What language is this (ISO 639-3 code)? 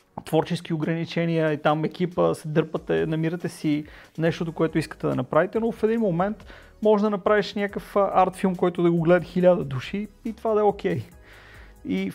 bul